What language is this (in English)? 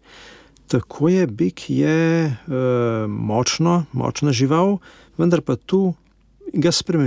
Slovenian